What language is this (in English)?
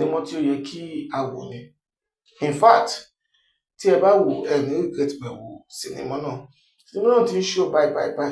Yoruba